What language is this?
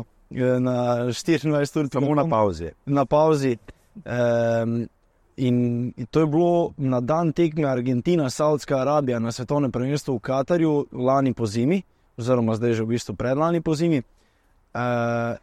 Slovenian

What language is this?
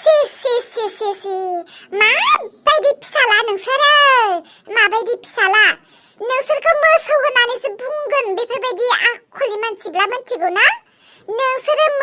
Bodo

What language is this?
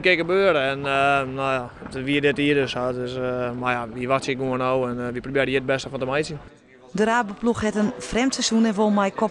Western Frisian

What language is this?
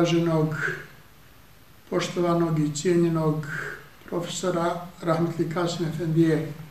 Bosnian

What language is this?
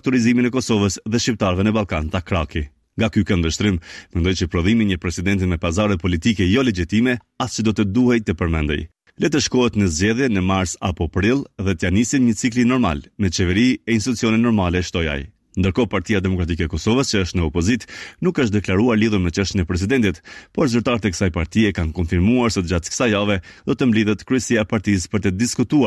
Albanian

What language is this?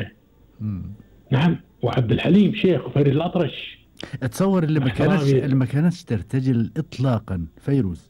Gulf Arabic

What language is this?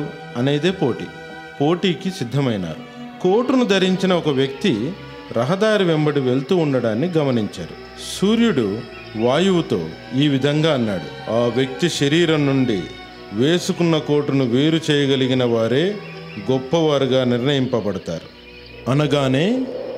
Telugu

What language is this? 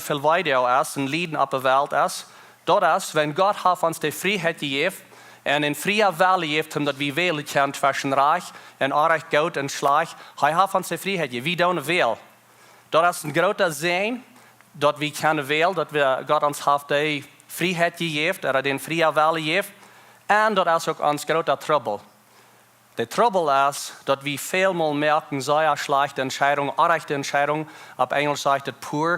Plautdietsch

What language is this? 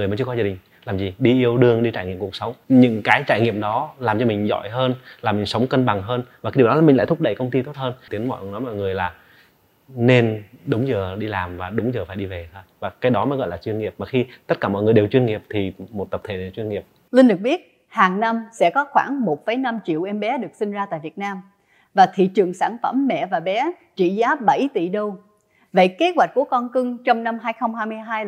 Vietnamese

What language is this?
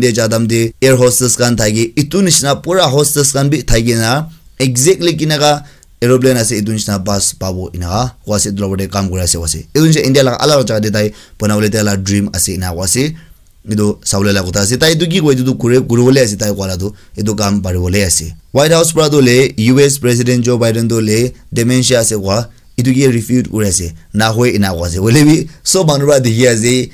Naga Pidgin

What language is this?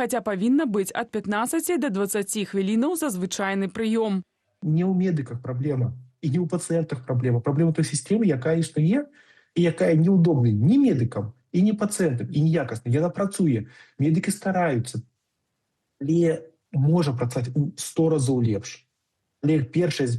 Belarusian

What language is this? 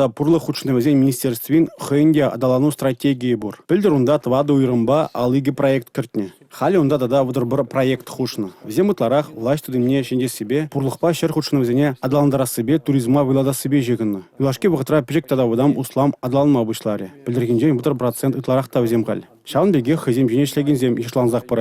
Chuvash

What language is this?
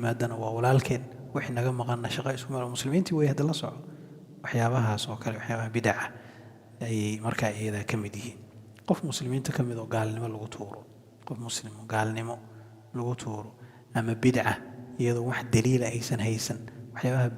Somali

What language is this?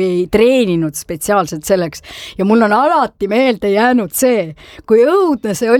Estonian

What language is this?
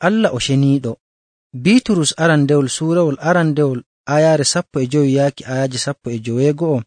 Nigerian Fulfulde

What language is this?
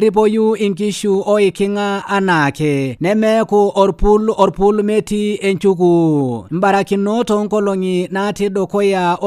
Masai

